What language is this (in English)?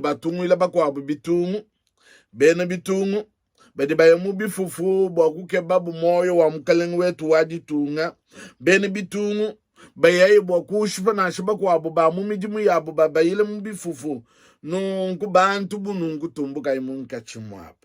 Luba-Lulua